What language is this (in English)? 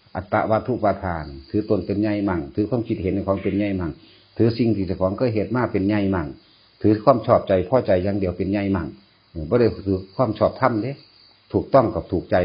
Northeastern Thai